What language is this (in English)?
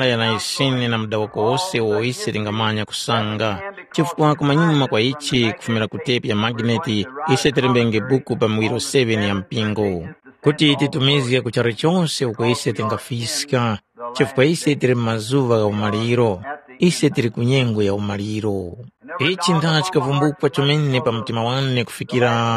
Tumbuka